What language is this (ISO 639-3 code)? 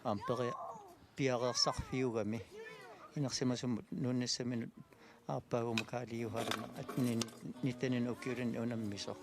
kal